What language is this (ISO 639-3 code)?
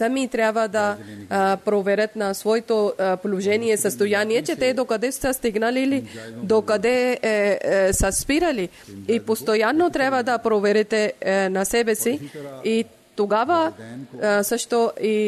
bul